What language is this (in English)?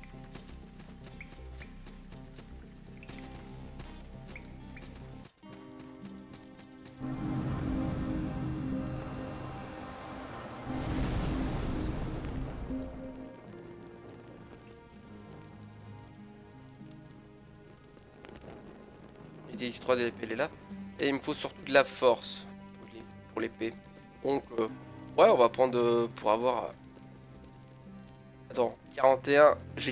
French